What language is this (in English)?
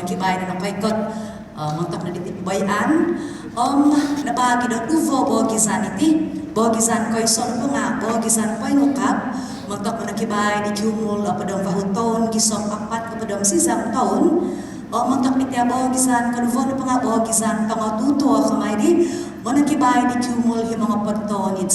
Central Dusun